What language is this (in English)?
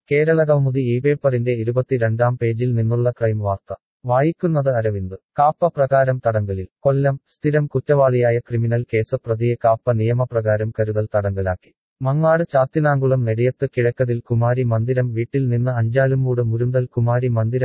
Malayalam